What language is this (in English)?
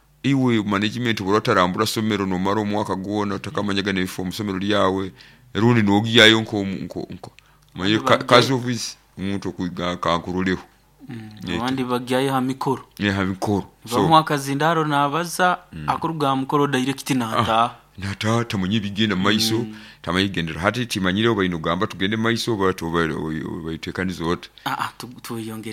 Nyoro